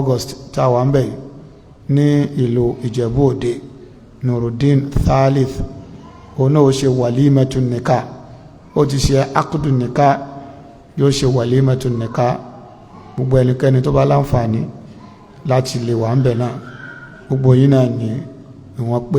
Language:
Yoruba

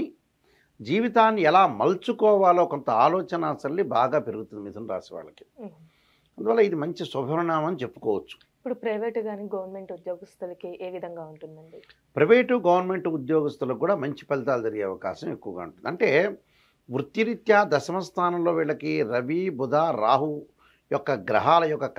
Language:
Telugu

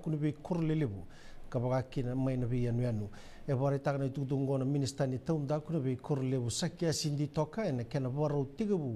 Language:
Fijian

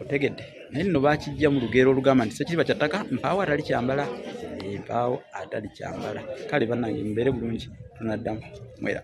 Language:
Ganda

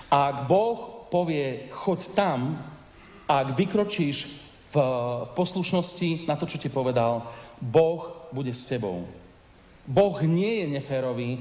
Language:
Slovak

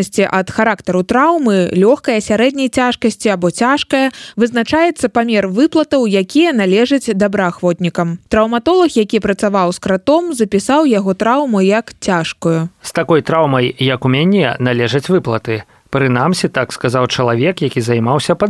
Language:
Belarusian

